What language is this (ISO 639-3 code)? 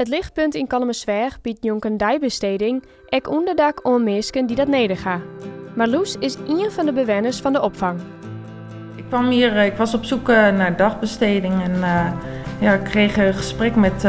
fry